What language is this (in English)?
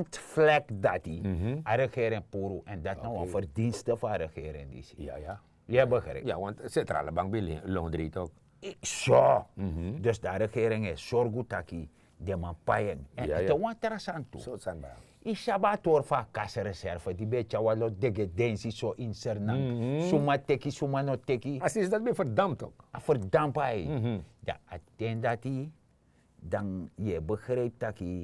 Sranan Tongo